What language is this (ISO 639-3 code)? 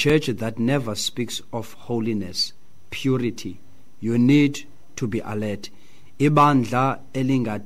xho